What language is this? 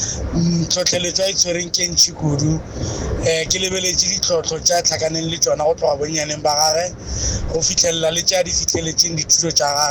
Northern Sotho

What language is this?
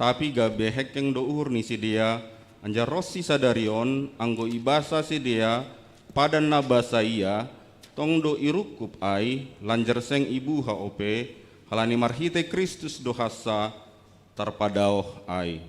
Batak Simalungun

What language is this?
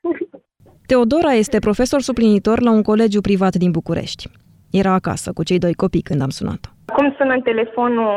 Romanian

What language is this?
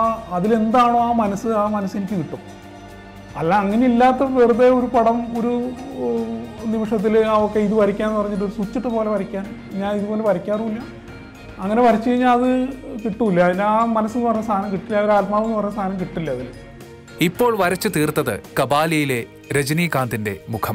Malayalam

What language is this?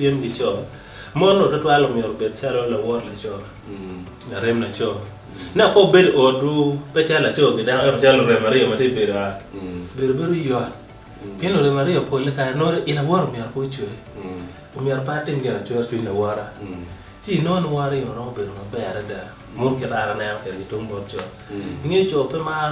Acoli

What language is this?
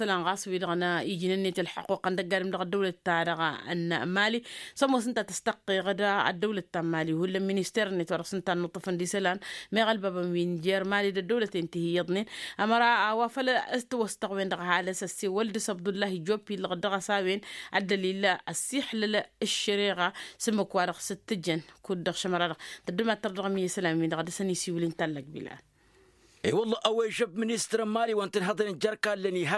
Tamasheq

